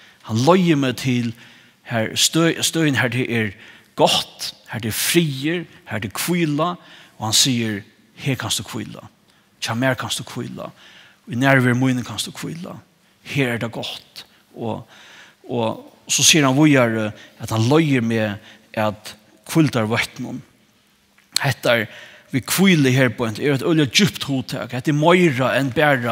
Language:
Faroese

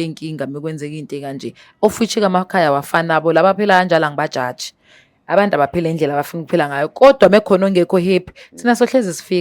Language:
Zulu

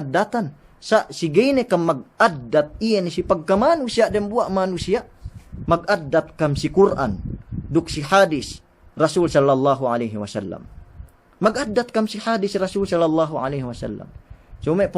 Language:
Yakan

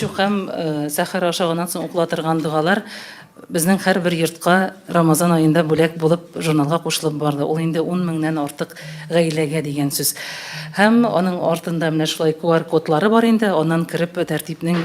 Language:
Tatar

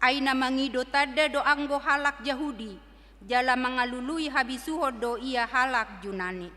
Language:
Batak Toba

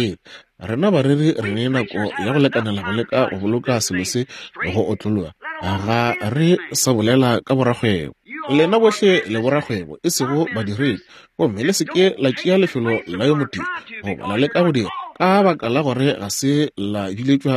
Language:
Northern Sotho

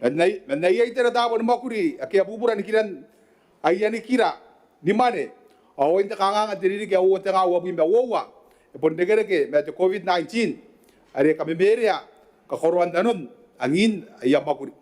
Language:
Gilbertese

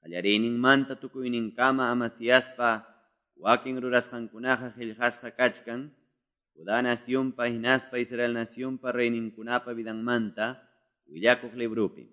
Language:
Quechua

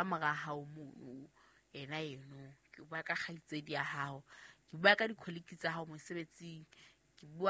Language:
Southern Sotho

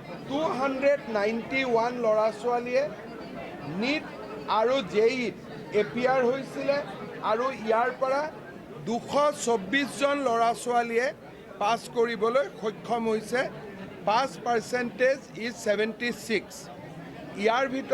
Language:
Assamese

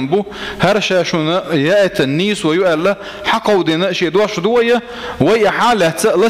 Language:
Chechen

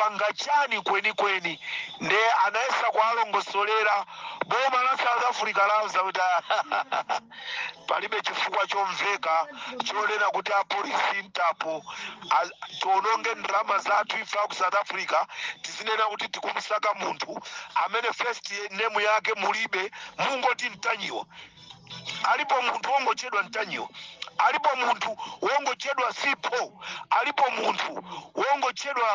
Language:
Nyanja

